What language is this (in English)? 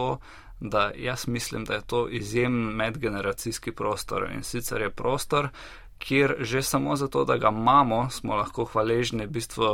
Slovenian